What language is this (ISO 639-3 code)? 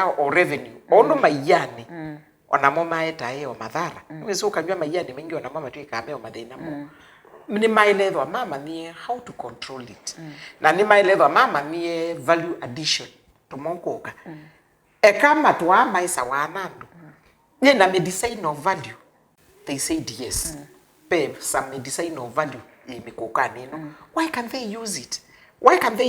kam